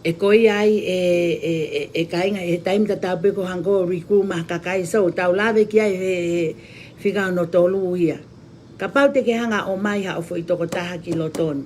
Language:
Tongan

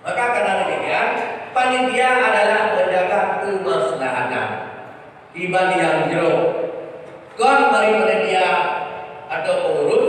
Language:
Achinese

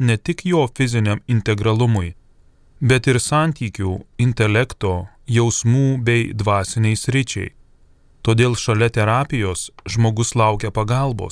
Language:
Lithuanian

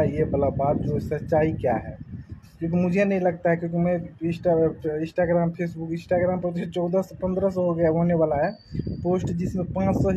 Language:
Hindi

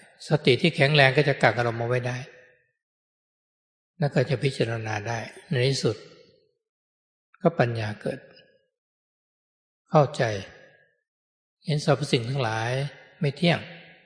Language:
Thai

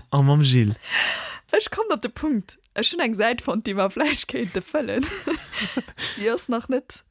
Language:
Luxembourgish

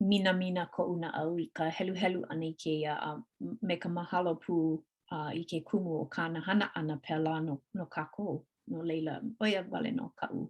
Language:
Hawaiian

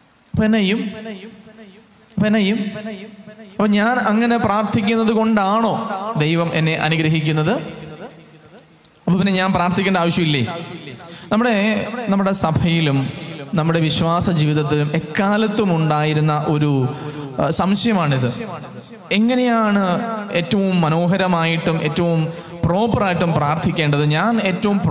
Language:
Malayalam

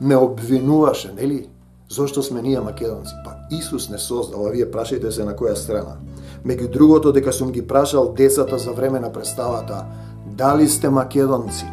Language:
Macedonian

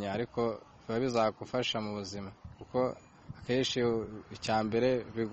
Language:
Kinyarwanda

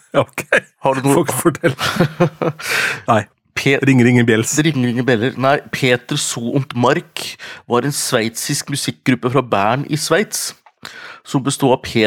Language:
Norwegian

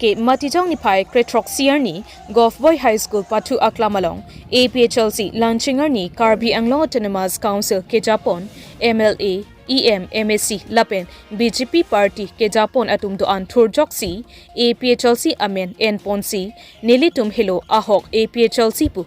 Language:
Karbi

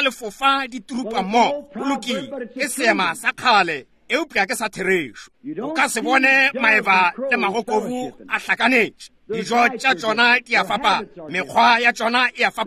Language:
Northern Sotho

